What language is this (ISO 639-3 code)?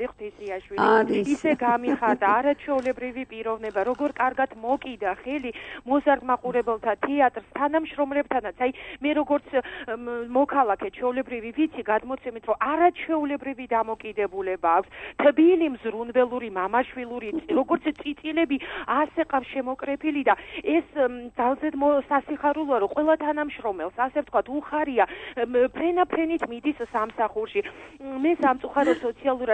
kat